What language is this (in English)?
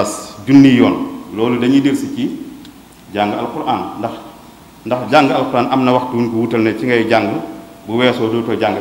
Wolof